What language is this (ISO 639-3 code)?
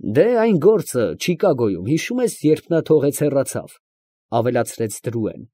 hye